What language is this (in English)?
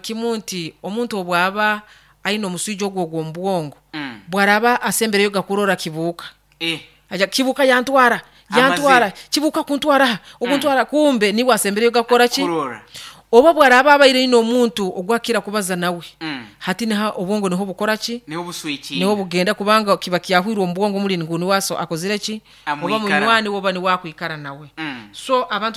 Nyankole